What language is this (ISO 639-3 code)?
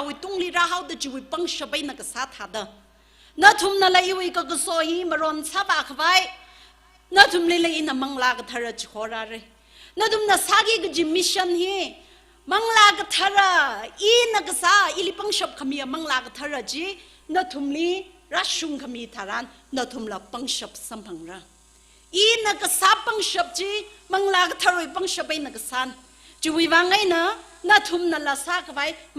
nmf